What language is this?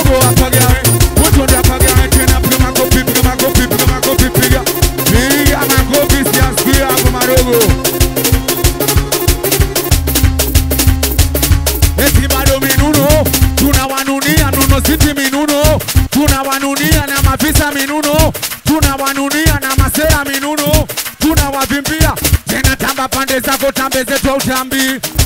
Swahili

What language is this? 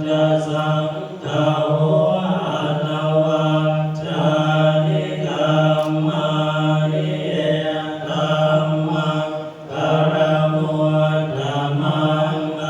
Pali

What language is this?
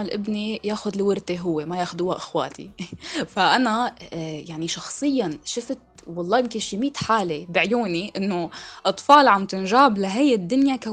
North Levantine Arabic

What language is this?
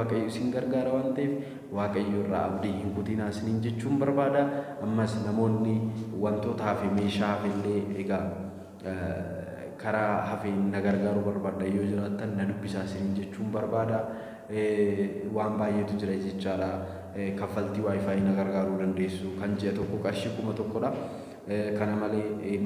Oromo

